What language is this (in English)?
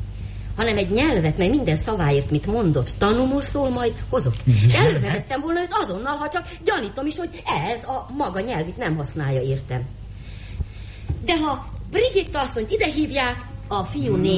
Hungarian